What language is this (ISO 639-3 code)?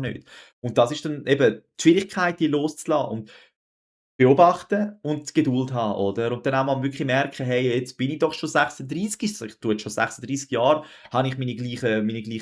gsw